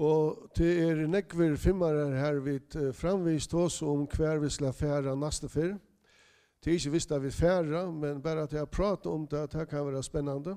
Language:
Faroese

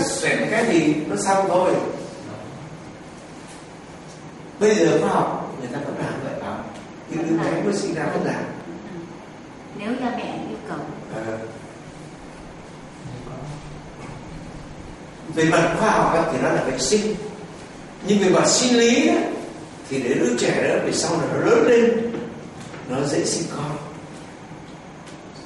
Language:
Vietnamese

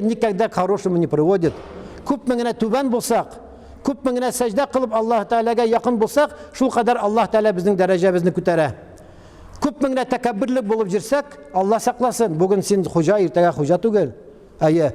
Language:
Tatar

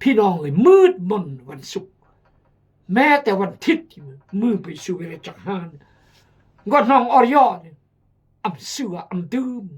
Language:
Khmu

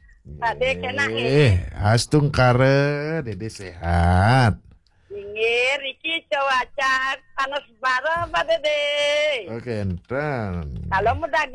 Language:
Balinese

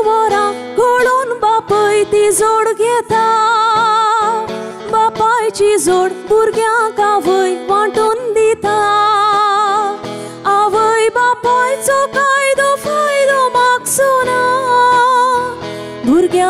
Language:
Konkani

